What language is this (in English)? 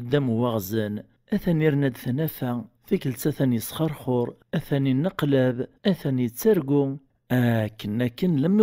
Kabyle